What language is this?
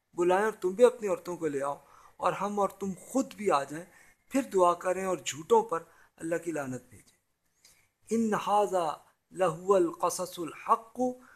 Urdu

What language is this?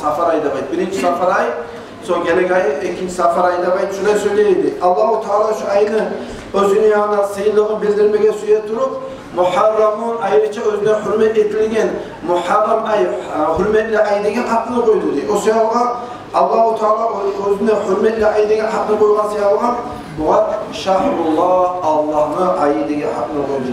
Kumyk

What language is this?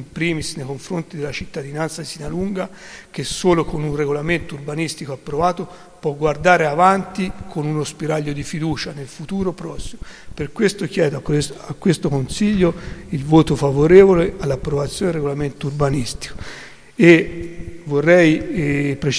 Italian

